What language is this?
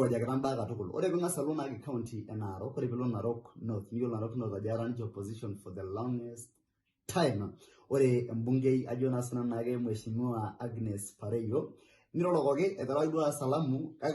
Masai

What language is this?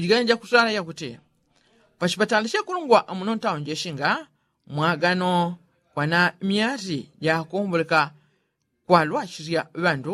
Yao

